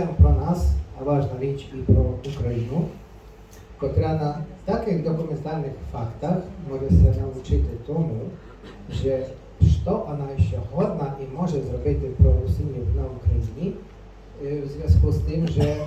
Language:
Rusyn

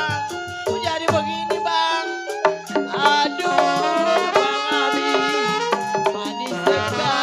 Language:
Betawi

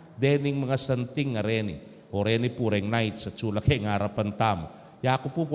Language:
Pampanga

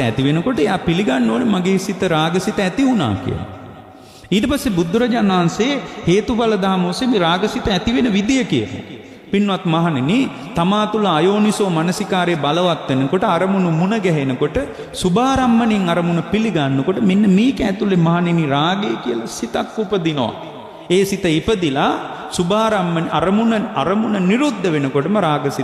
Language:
Sinhala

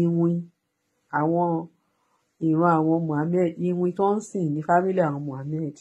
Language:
Yoruba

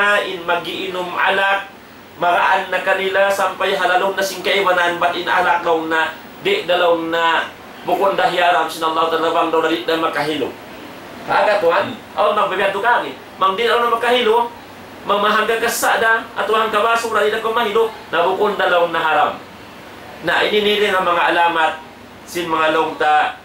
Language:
Tausug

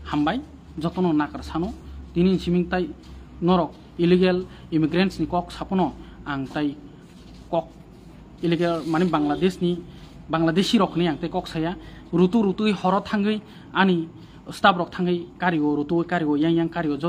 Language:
Kok Borok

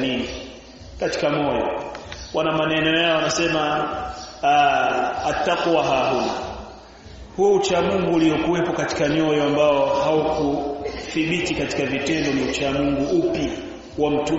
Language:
Swahili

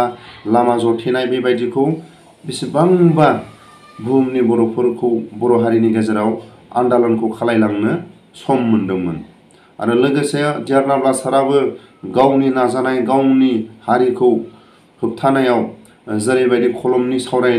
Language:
Bodo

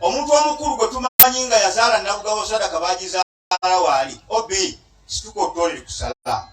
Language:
Ganda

